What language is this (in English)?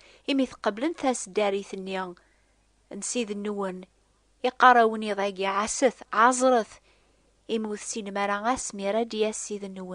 Kabyle